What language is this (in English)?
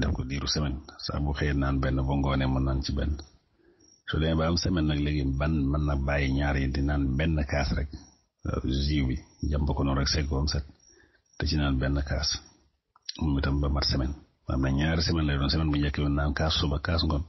Wolof